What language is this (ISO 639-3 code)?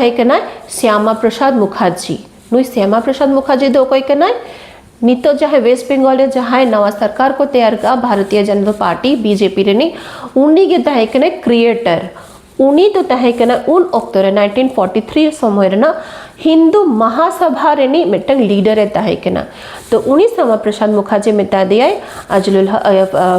sat